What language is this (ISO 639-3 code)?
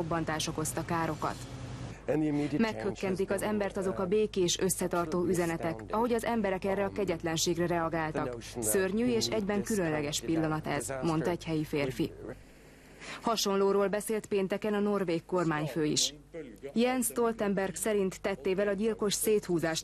hun